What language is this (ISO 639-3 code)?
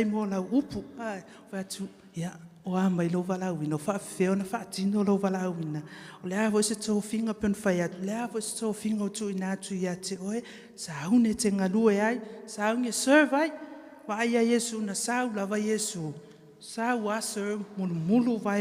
smo